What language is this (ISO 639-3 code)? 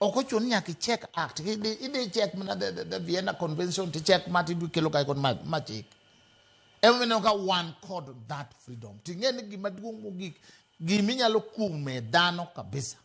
luo